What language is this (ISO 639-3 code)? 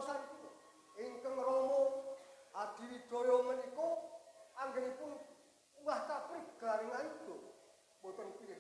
jav